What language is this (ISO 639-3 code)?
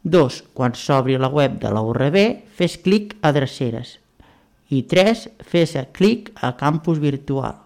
cat